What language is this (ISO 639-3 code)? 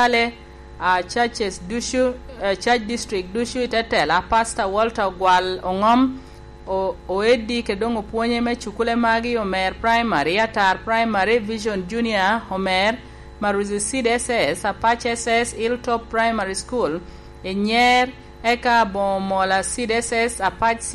laj